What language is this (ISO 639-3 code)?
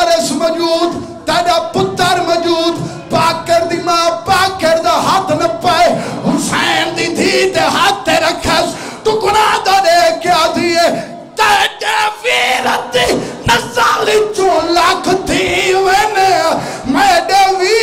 skr